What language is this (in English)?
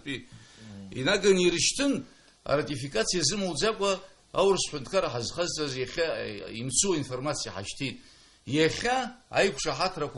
Abkhazian